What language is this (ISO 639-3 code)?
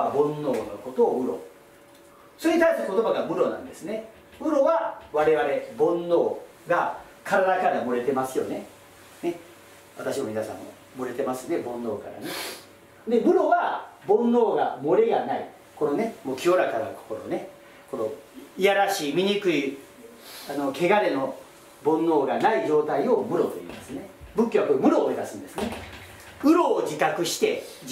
jpn